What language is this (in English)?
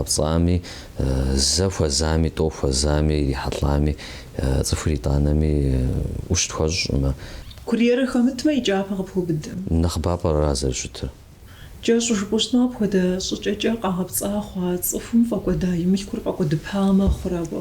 Kabardian